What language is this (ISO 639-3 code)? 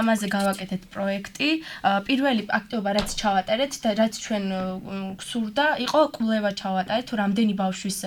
kat